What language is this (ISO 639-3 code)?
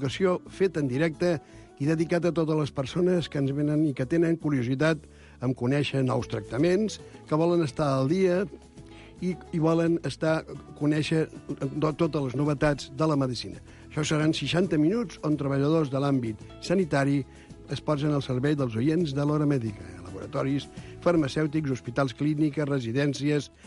cat